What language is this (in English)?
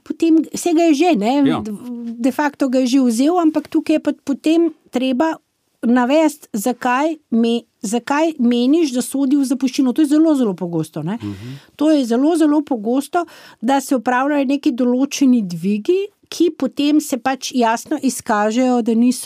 Slovenian